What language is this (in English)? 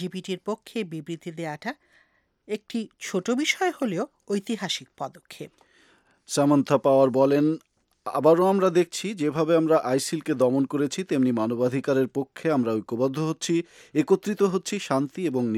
Bangla